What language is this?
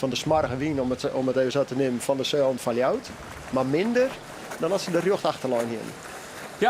Western Frisian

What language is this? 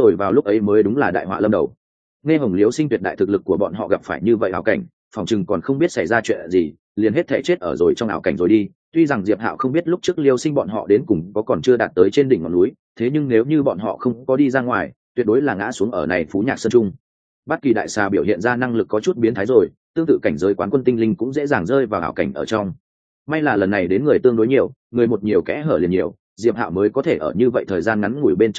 Vietnamese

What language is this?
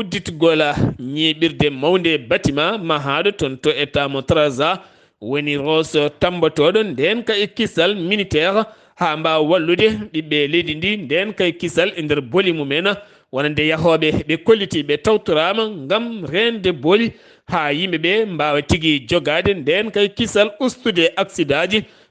Fula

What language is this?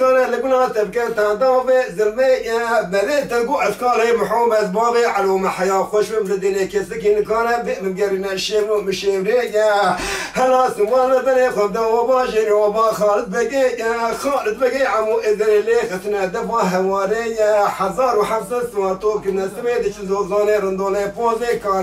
Kurdish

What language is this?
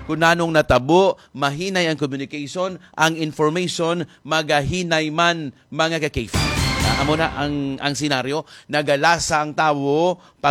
Hiligaynon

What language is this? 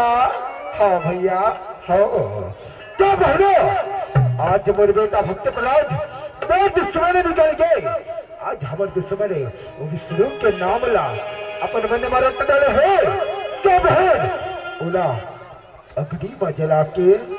Chhattisgarhi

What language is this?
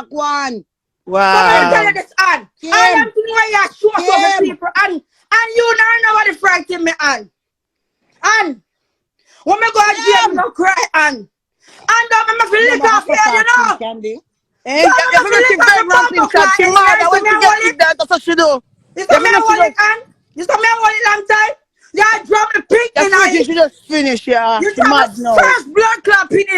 Jamaican Creole English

